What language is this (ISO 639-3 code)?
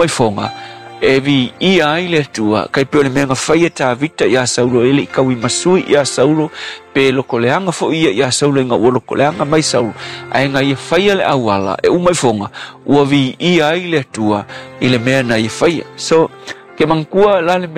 smo